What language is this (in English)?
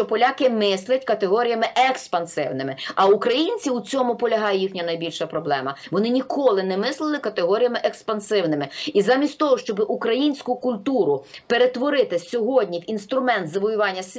Ukrainian